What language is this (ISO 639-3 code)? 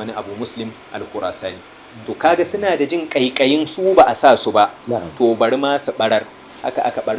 hau